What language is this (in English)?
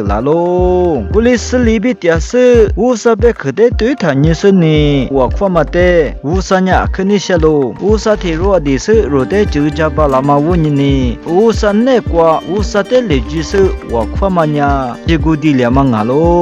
Lisu